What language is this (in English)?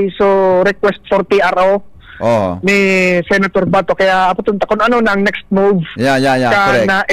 Bikol